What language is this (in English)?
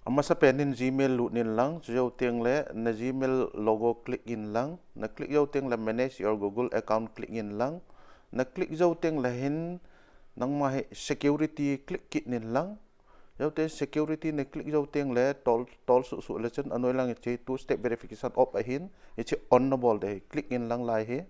Thado Chin